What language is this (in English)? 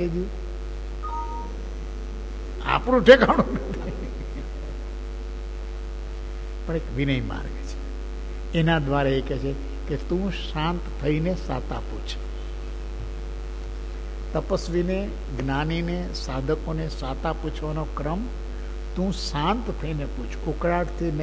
Gujarati